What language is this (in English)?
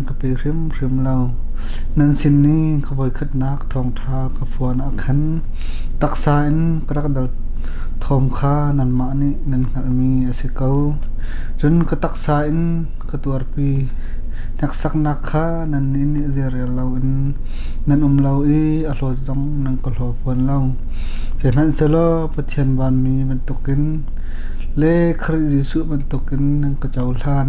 Hakha Chin